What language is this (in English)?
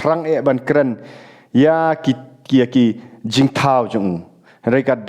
Khasi